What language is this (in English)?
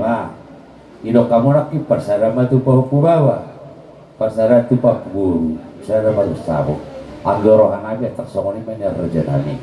Batak Toba